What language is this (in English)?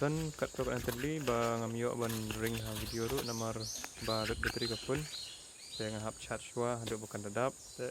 Khasi